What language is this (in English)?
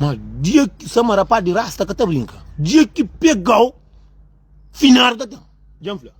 Kabuverdianu